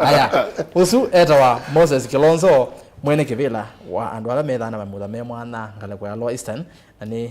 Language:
Kamba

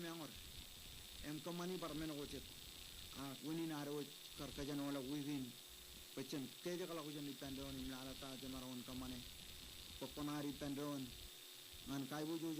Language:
Marshallese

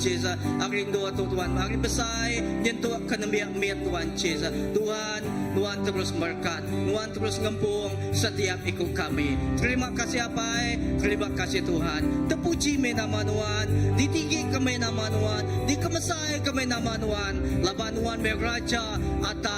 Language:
Iban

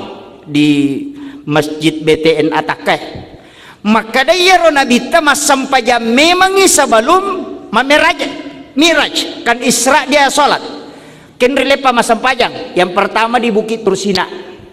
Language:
Buginese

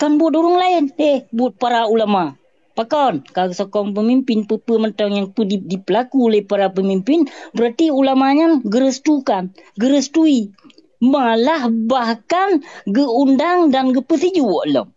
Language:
Achinese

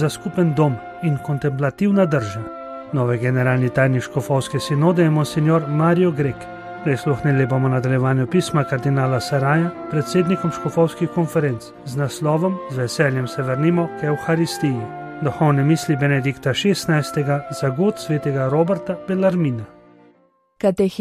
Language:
Slovenian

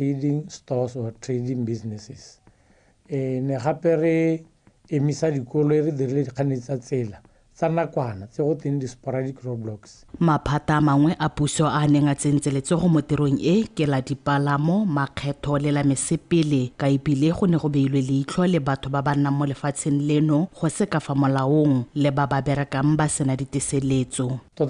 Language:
Tswana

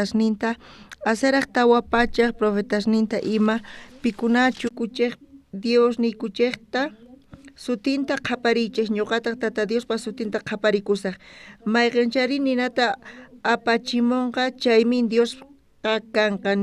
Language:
South Bolivian Quechua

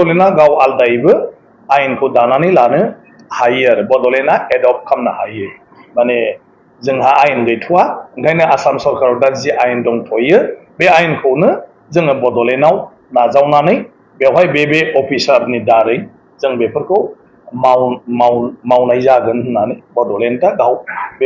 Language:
Bodo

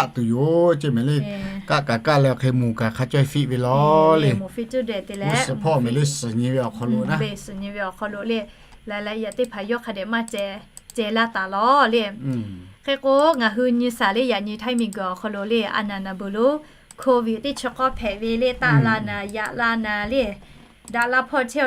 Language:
Lahu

